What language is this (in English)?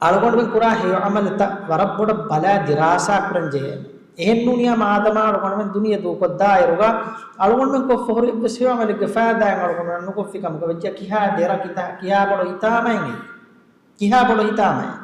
Divehi